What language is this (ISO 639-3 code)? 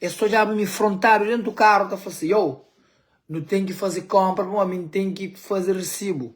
kea